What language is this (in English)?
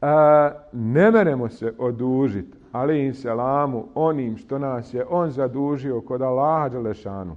Bosnian